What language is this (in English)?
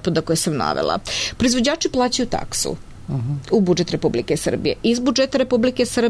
Serbian